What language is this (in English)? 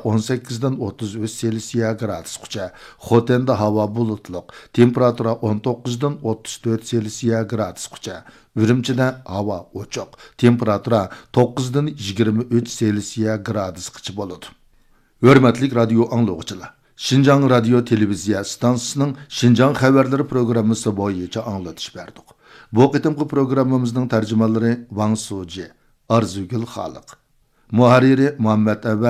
Uyghur